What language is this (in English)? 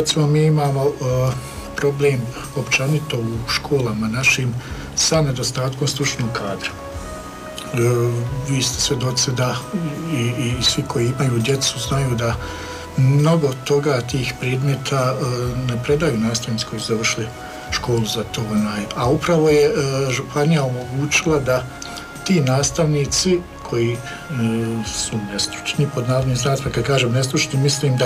Croatian